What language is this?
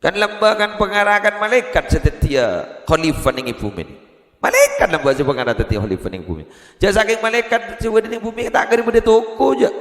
Madurese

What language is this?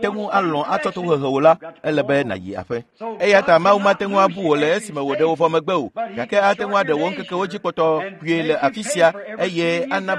Ewe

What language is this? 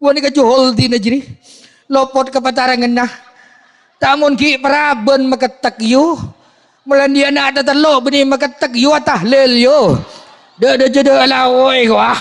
Madurese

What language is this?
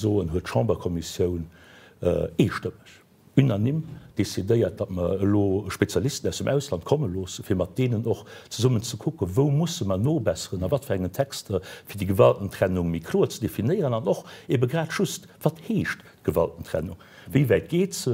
Luxembourgish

